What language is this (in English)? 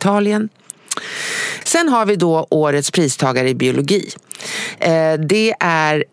Swedish